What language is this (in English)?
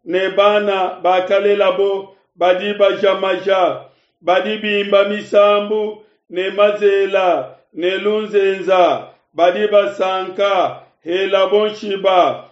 Luba-Lulua